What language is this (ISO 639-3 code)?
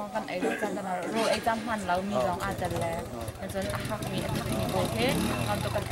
cnh